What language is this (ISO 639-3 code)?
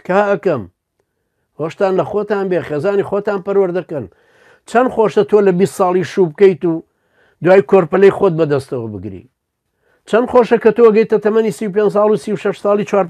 ckb